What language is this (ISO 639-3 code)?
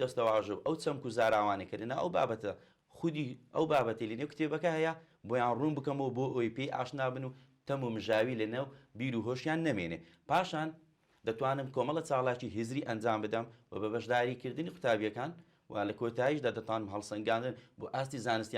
ckb